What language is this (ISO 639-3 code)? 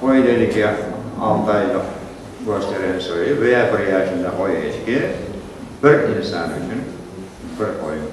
crh